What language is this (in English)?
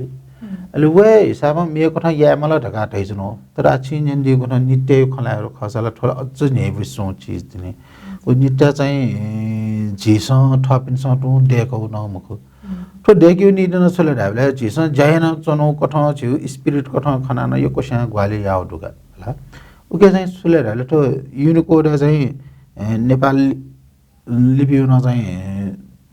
Newari